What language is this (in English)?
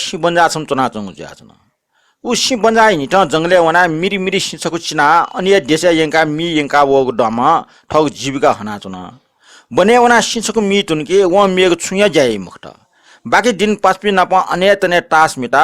Newari